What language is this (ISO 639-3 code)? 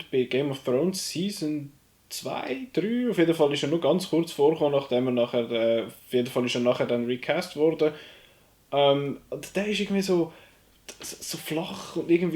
gsw